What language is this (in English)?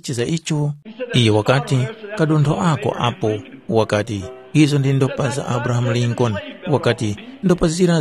Tumbuka